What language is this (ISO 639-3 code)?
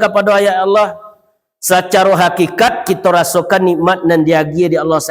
min